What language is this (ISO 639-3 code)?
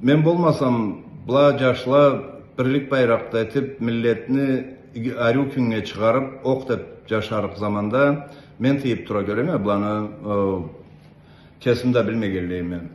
krc